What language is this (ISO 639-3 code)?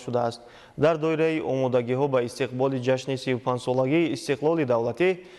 tgk